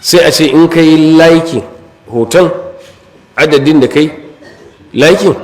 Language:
Hausa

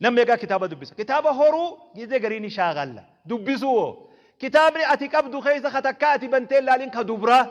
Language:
Oromo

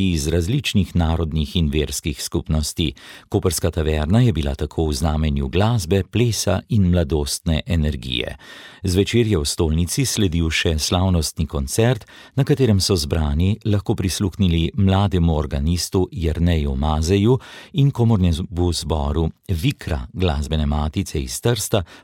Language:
Slovenian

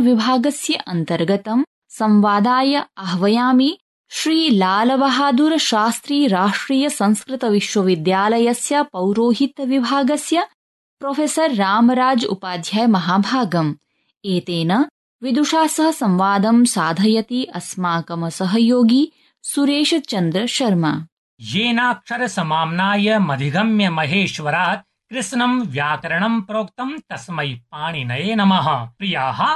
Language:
Sanskrit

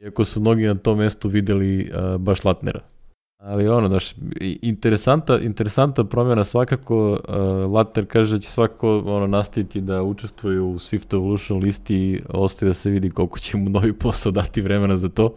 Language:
Serbian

